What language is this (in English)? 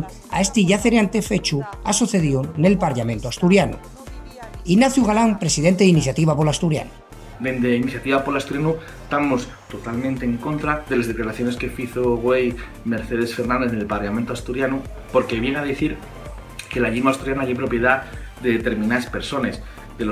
Asturian